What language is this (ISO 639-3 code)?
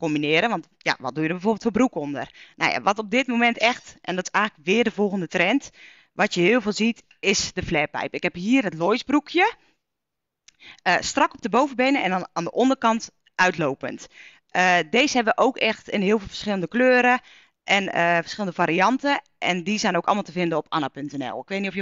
nld